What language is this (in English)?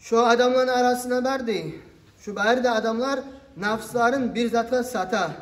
Kumyk